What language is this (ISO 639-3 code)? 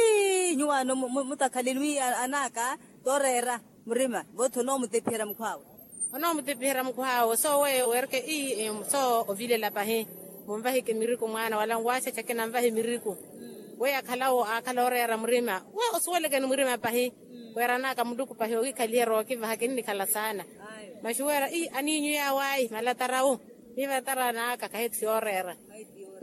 vmw